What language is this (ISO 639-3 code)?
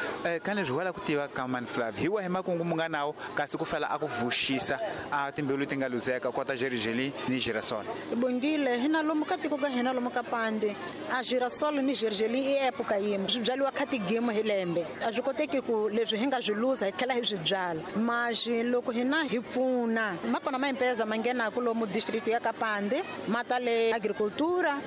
tso